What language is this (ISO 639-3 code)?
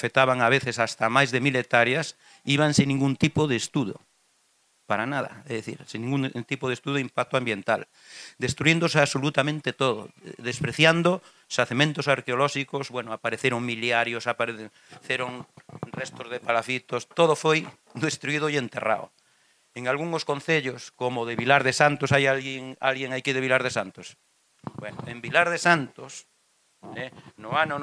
glg